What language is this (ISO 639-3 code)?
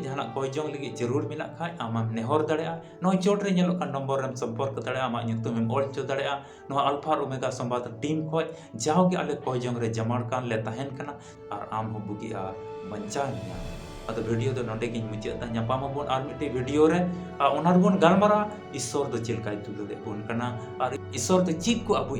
sat